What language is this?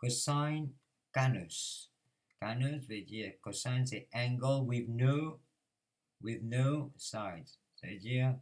Morisyen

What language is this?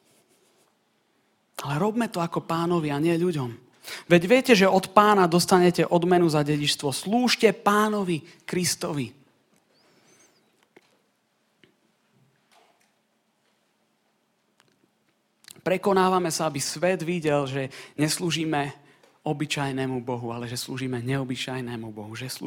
Slovak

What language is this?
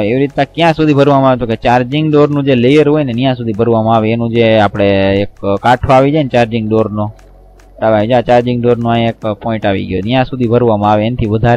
Gujarati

